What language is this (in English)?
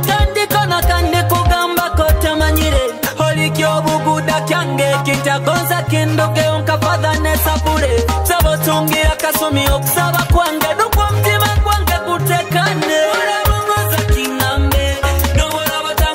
Nyoro